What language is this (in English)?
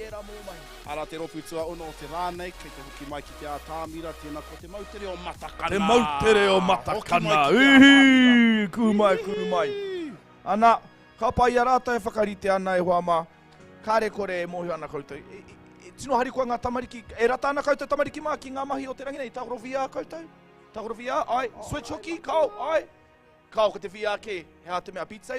Māori